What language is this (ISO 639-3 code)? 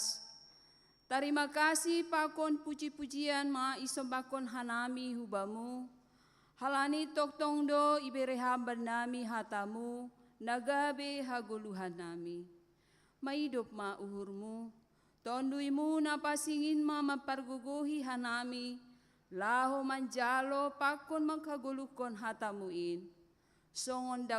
bts